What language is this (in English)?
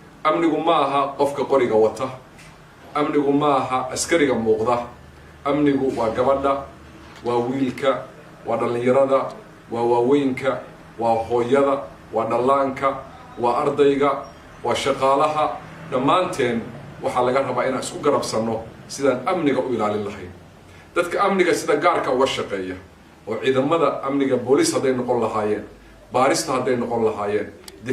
Somali